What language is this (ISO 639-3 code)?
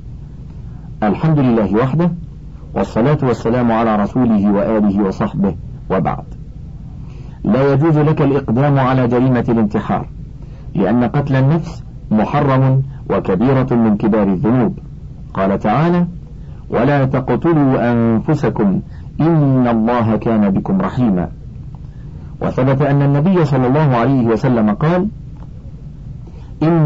ara